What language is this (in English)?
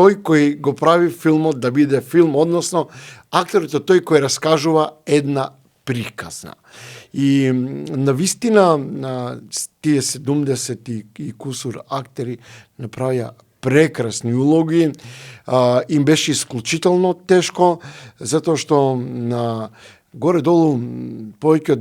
Macedonian